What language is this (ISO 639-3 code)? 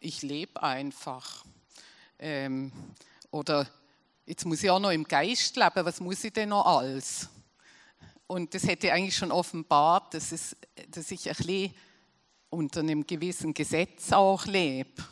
gsw